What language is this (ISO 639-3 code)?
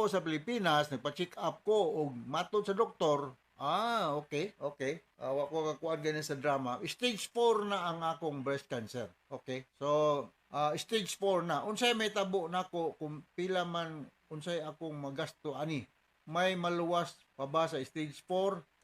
ceb